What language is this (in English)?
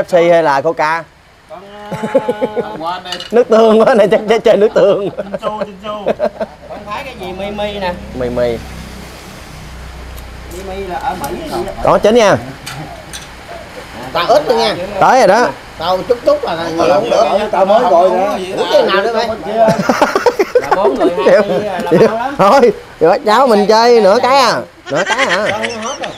Vietnamese